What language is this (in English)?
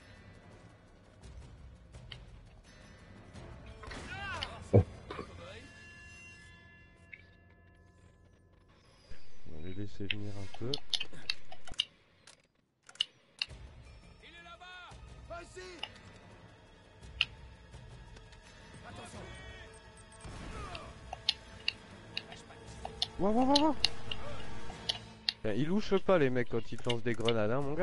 French